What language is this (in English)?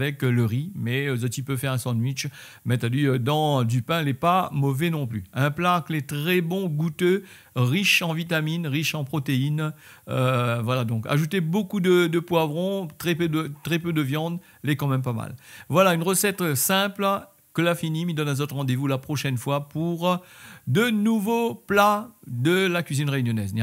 Réunion Creole French